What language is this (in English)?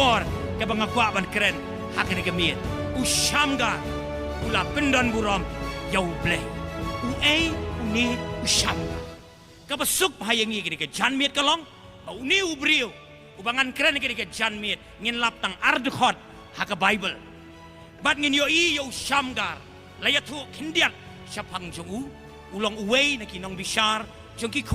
Khasi